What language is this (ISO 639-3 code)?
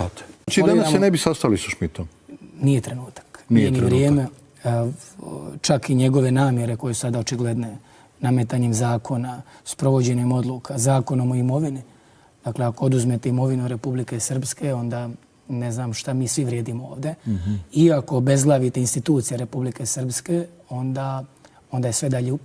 bos